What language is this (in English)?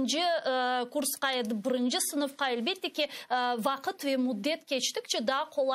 Crimean Tatar